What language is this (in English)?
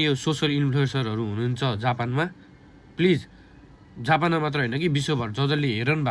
Nepali